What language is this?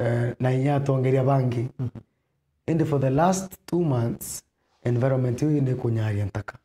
Meru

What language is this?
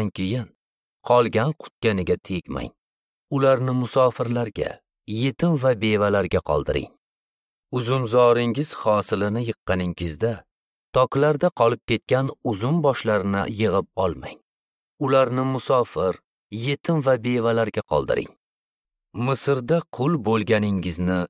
Uzbek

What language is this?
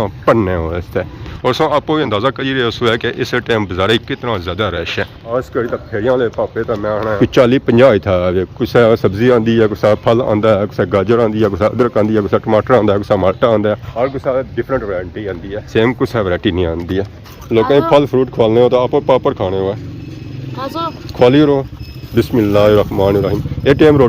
Pahari-Potwari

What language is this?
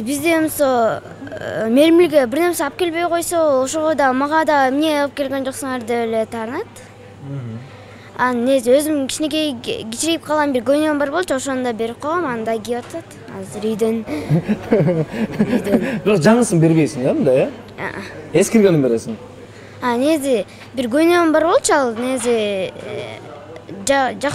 Kyrgyz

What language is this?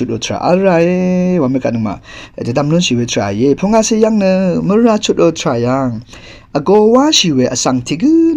Rawang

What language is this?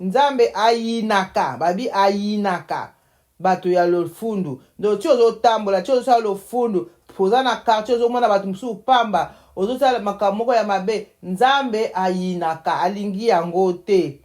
Lingala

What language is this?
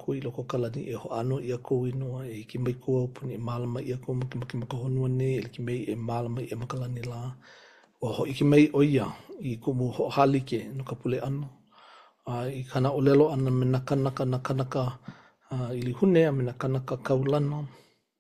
Hawaiian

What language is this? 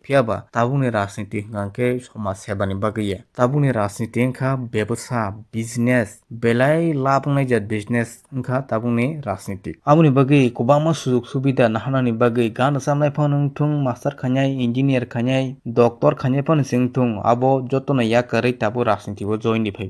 Kok Borok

